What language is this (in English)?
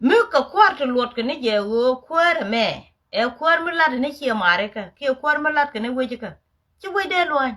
Nuer